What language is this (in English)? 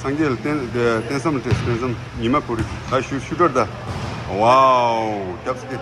Tibetan